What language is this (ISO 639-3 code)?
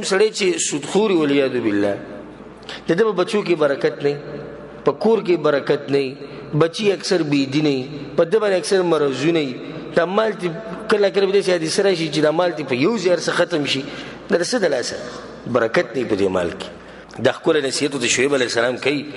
pus